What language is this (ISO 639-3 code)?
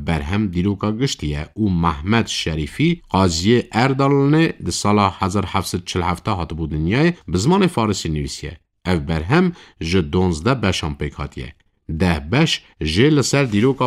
kur